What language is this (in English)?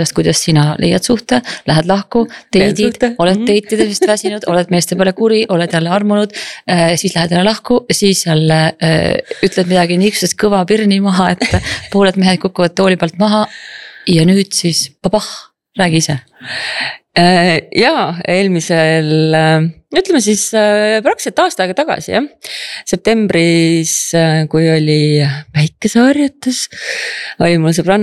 Estonian